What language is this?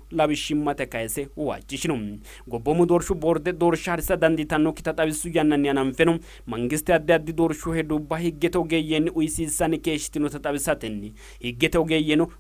Sidamo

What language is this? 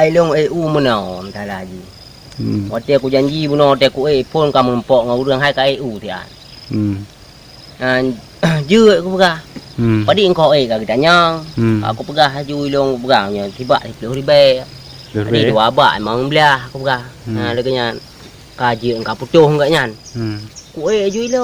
Achinese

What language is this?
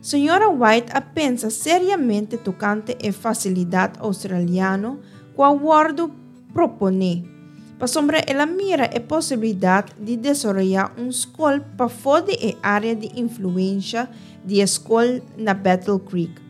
Papiamento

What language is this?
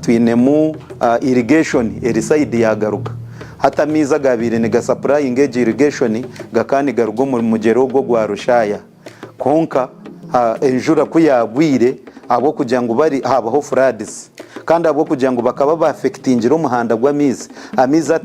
Nyankole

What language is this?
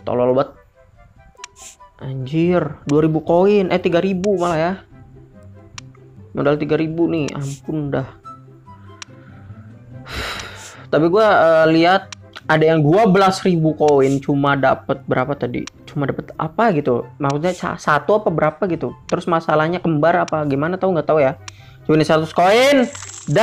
Indonesian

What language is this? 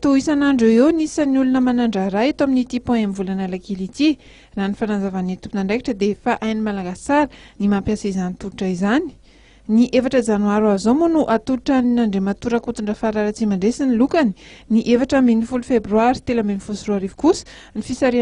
Malagasy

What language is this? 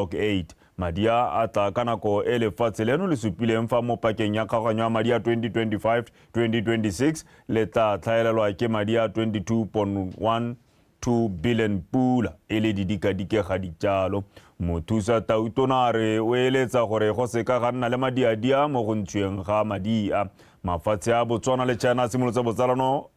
Tswana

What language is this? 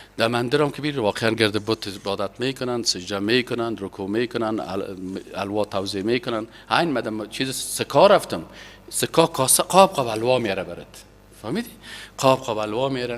Persian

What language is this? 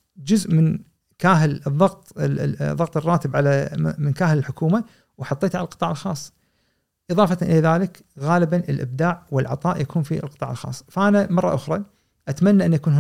Gulf Arabic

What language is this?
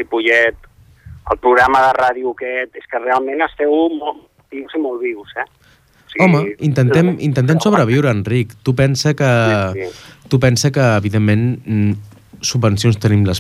Catalan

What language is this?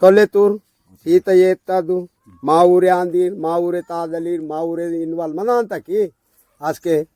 Aheri Gondi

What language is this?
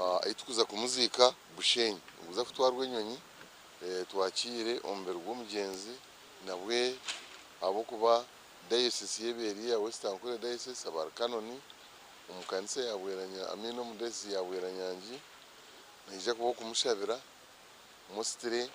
Nyankole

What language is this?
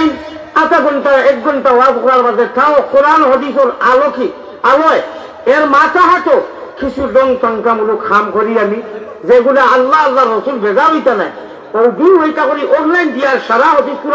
Sylheti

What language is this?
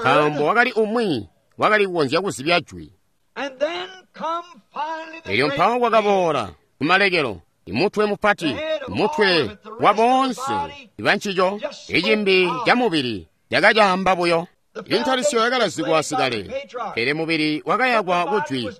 Tonga (Zambia)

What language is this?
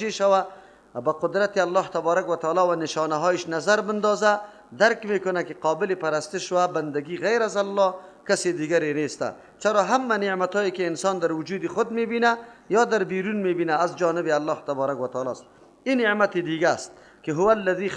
Persian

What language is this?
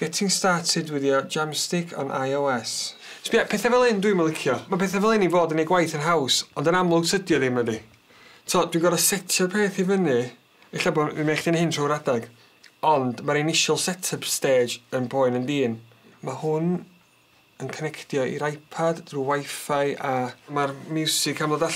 Welsh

